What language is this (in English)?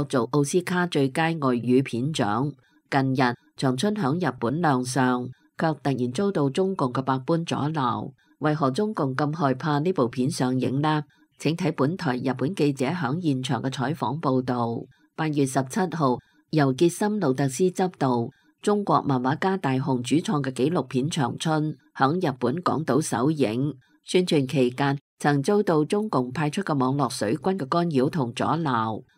Cantonese